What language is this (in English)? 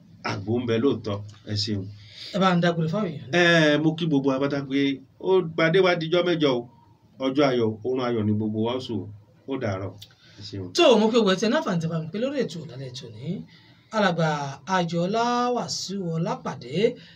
Yoruba